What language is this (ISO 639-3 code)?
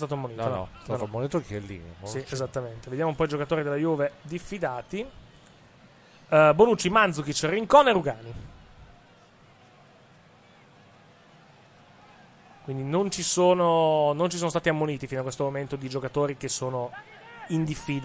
ita